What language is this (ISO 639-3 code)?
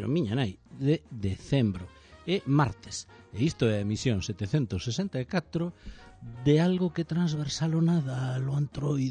glg